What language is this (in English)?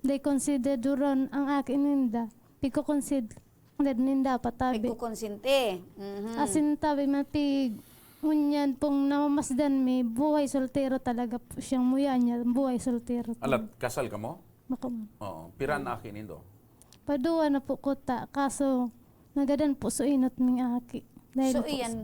Bikol